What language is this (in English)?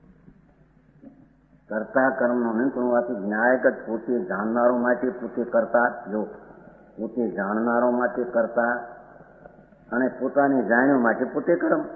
Gujarati